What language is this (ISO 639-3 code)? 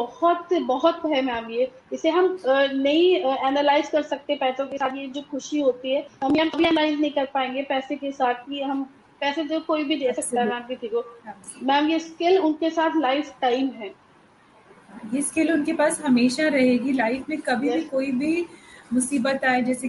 hin